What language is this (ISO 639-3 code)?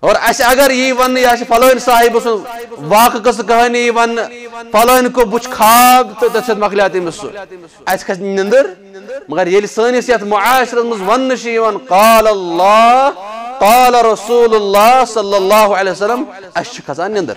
kas